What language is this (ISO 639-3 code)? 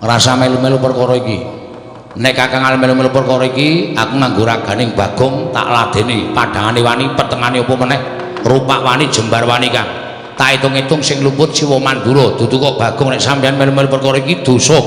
jav